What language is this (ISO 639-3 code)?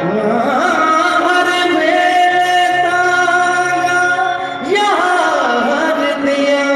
skr